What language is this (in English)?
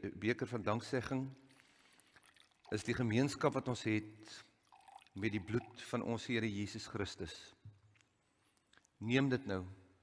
Afrikaans